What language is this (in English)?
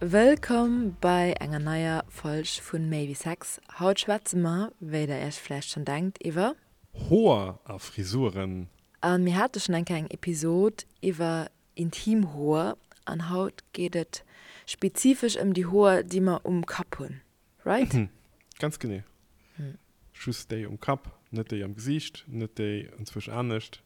Luxembourgish